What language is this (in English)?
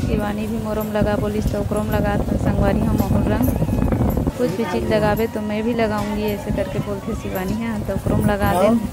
Chhattisgarhi